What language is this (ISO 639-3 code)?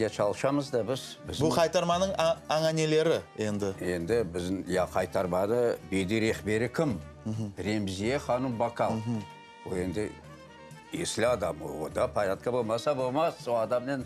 crh